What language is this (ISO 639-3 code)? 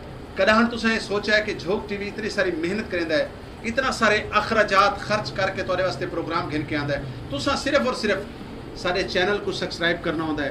skr